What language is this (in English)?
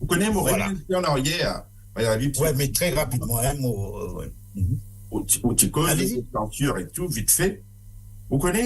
Morisyen